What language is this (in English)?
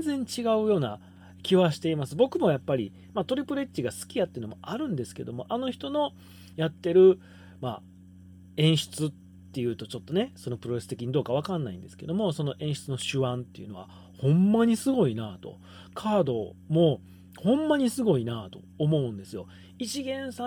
Japanese